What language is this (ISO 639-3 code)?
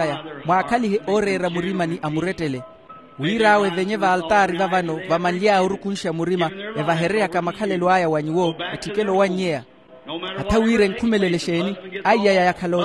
vmw